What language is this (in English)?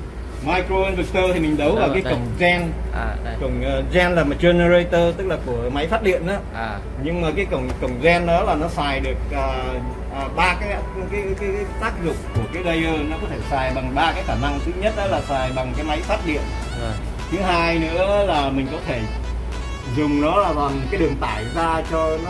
Vietnamese